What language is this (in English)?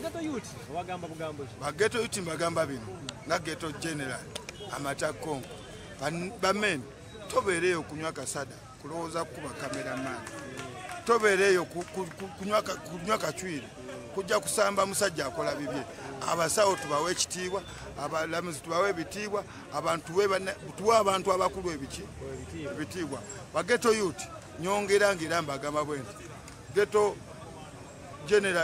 Ganda